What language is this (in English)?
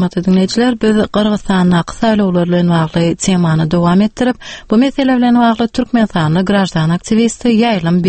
Turkmen